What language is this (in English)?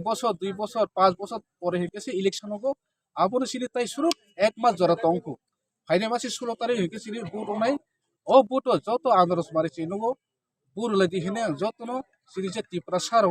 Kok Borok